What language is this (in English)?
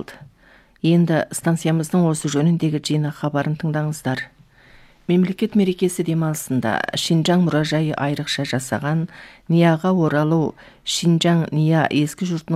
Kazakh